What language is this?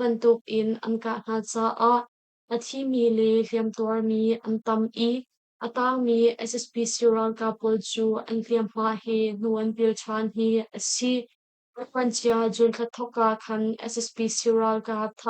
Hakha Chin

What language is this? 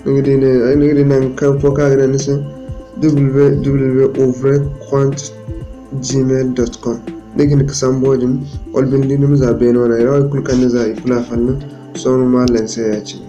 Zarma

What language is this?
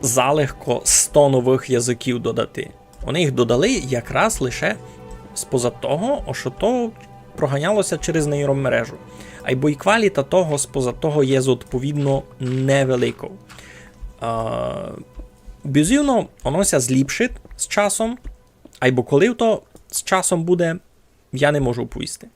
Rusyn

